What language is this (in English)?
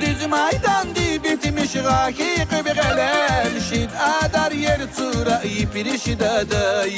Tabassaran